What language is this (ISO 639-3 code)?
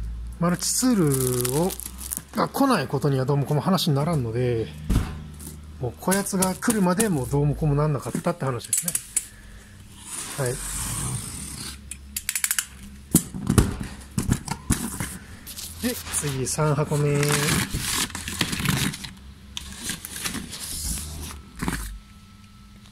jpn